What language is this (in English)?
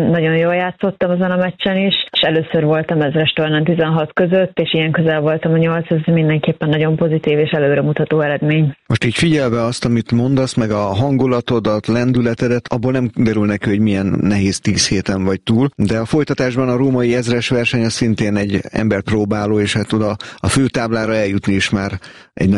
Hungarian